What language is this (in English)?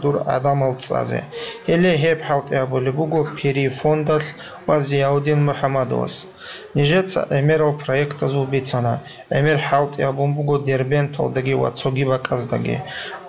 Avaric